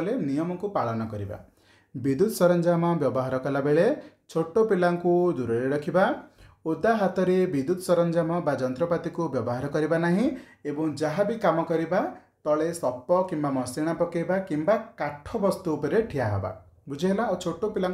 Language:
Odia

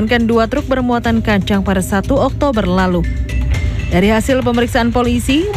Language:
Indonesian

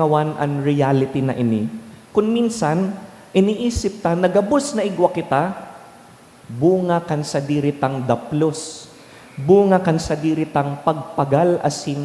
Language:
Bikol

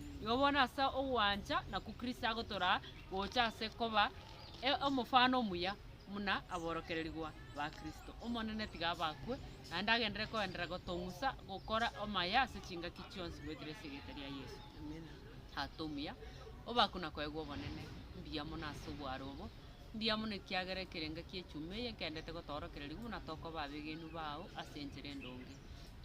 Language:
Gusii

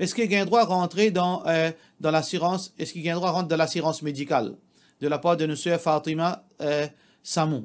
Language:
Morisyen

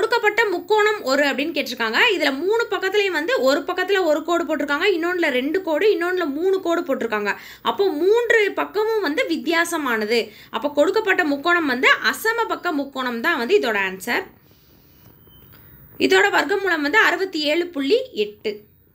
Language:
Tamil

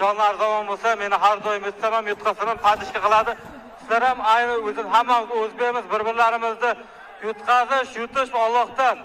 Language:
Uzbek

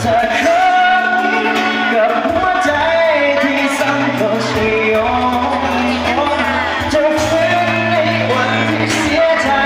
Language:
Lao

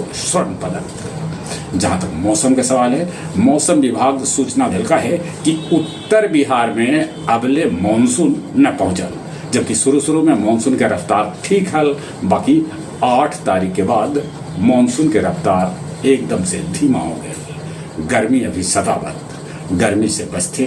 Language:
Magahi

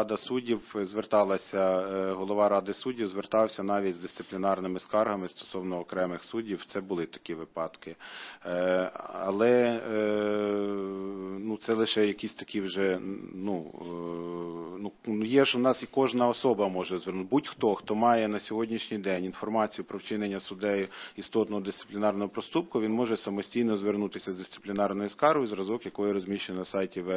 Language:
Ukrainian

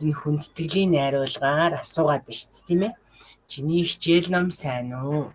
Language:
Mongolian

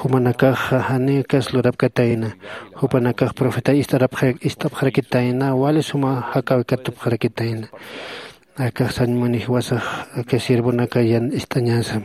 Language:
Aymara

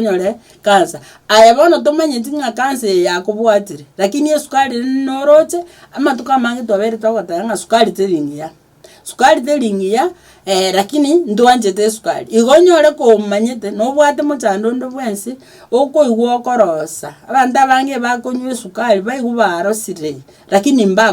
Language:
Gusii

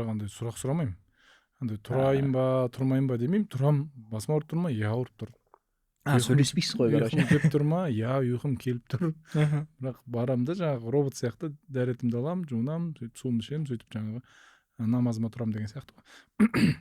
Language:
Kazakh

